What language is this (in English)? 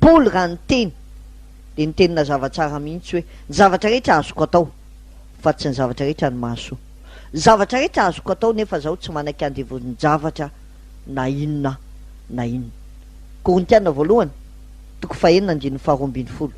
Malagasy